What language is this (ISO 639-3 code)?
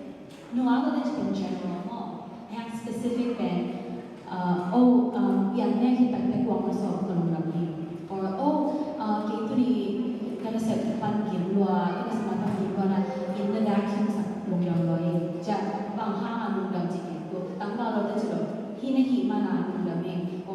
ctd